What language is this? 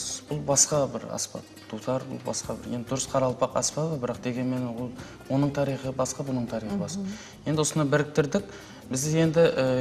Kara-Kalpak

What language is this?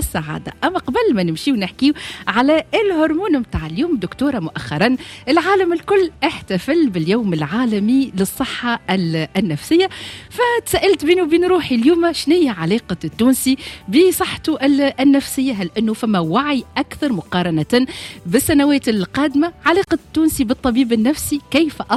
Tunisian Arabic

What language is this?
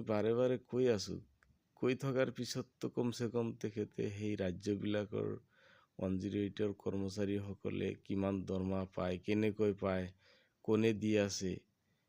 Assamese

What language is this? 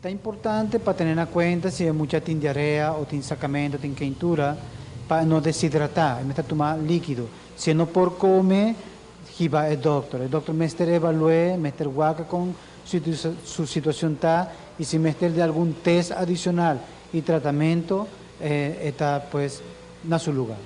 Papiamento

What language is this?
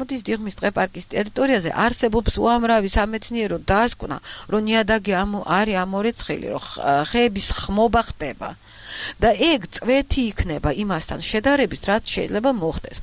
Georgian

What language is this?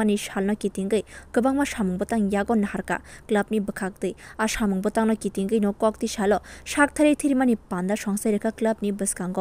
Kok Borok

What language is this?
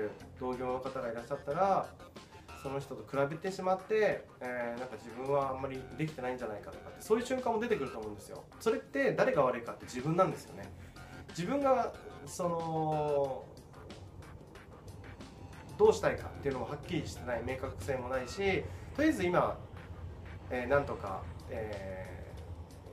Japanese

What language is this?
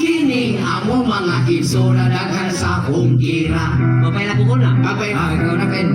Cebuano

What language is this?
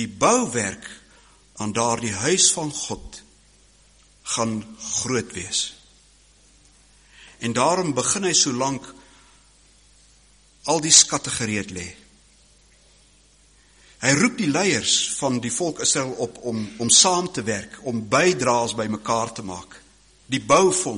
Afrikaans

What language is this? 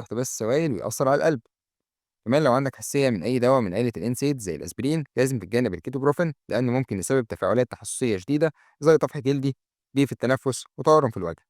Egyptian Arabic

